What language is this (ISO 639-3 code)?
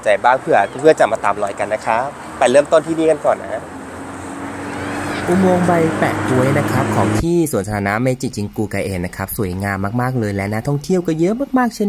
tha